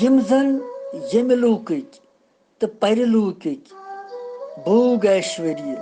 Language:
Kashmiri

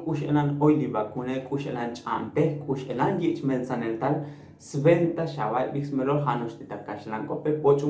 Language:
Tzotzil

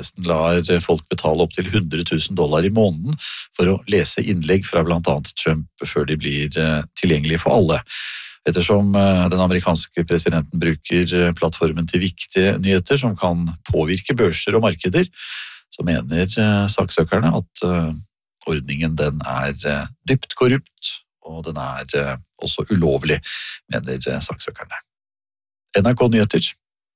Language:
Norwegian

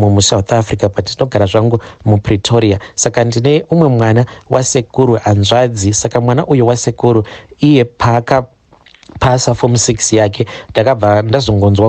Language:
Shona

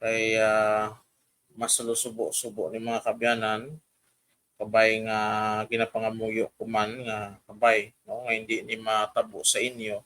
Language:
Hiligaynon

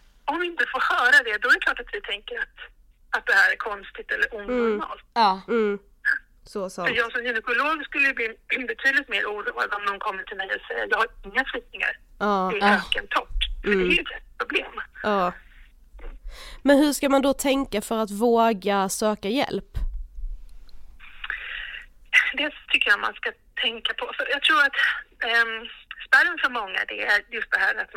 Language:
Swedish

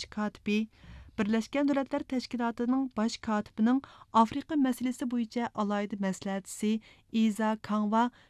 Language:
Uyghur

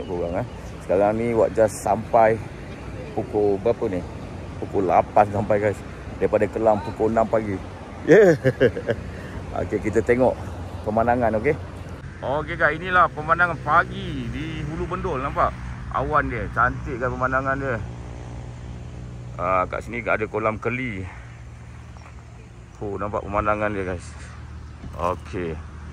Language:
Malay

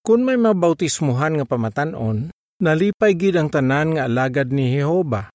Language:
Hiligaynon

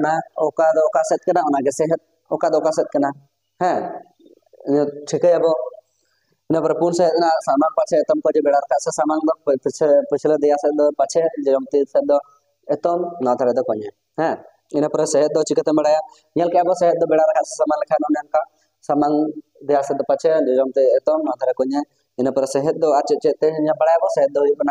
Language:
Santali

